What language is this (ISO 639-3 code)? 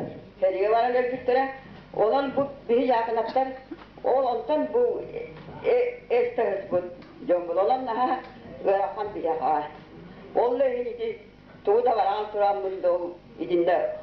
sah